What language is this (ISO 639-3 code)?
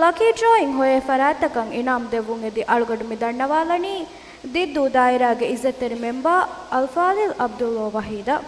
div